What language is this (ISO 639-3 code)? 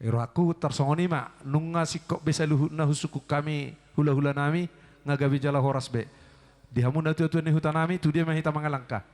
bbc